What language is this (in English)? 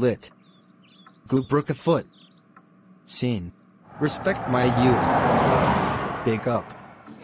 Jamaican Creole English